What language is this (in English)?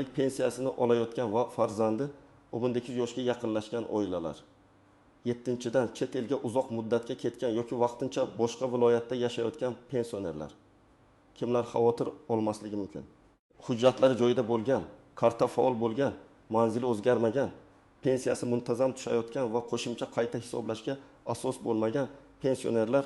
Uzbek